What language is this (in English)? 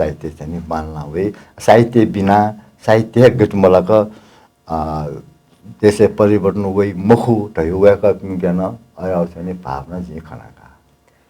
Newari